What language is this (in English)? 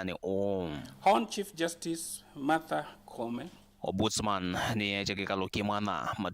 Kamba